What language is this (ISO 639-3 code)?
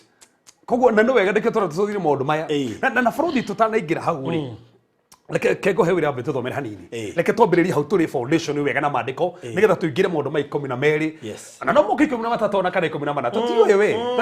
kik